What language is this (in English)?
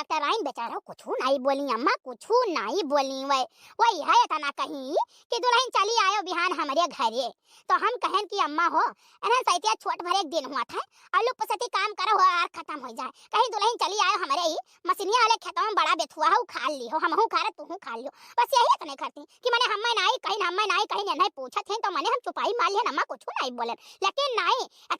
Awadhi